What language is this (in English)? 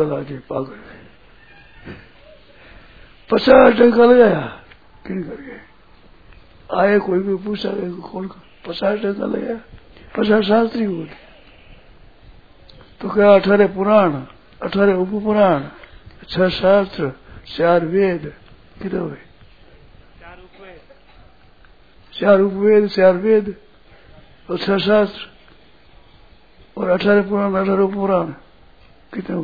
Hindi